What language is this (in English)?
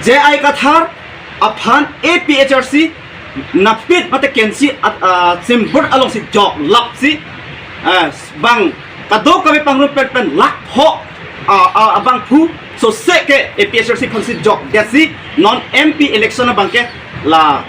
Karbi